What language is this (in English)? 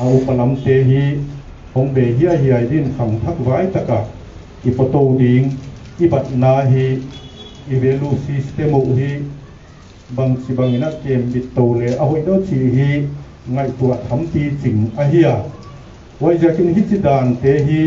Paite Chin